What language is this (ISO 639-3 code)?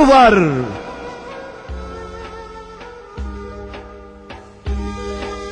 tur